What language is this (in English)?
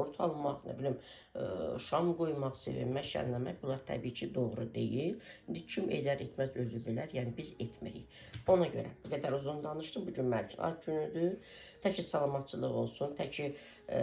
Azerbaijani